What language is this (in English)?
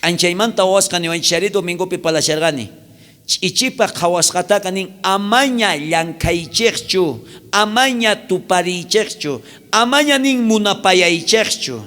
South Bolivian Quechua